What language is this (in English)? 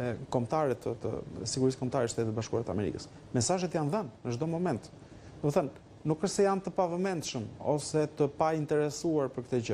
Albanian